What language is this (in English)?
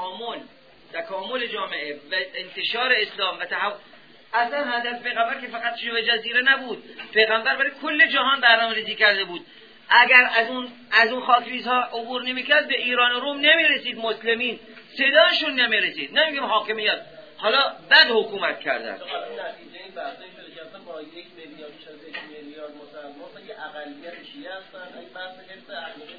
Persian